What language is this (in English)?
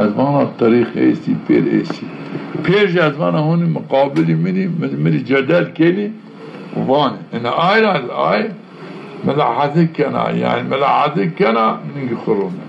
Zaza